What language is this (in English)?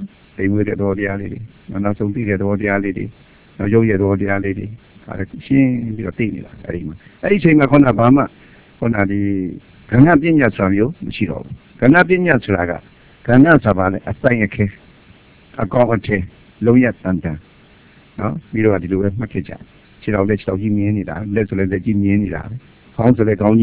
Burmese